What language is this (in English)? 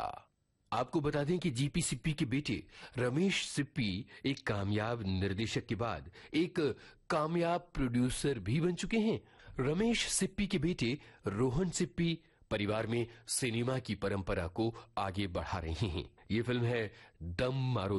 Hindi